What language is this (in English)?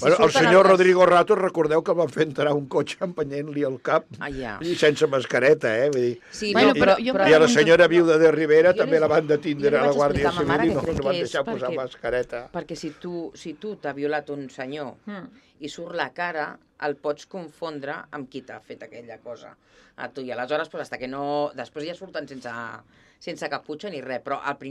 Catalan